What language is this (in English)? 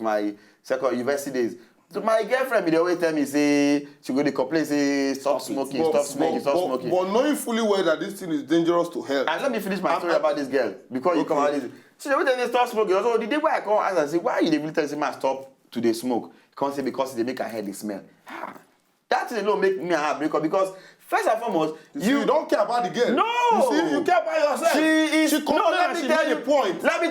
Nigerian Pidgin